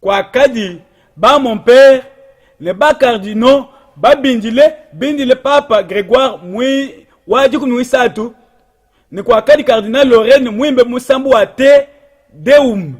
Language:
Luba-Lulua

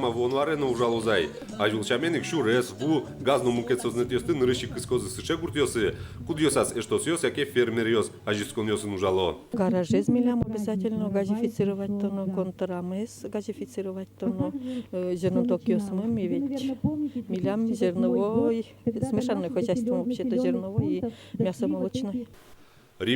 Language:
Udmurt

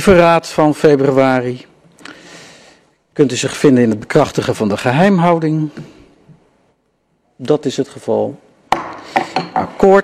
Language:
Dutch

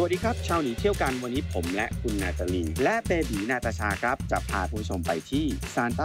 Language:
Thai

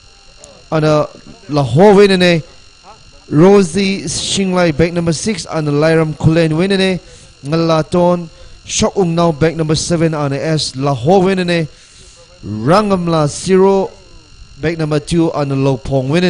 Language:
Tangkhul Naga (India)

